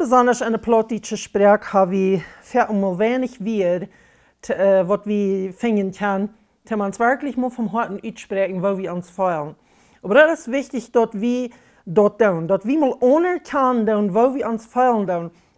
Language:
Plautdietsch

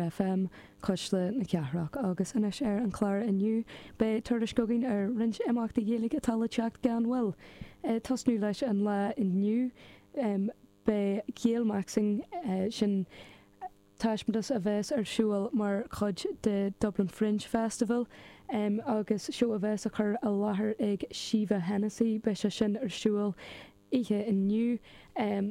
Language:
Irish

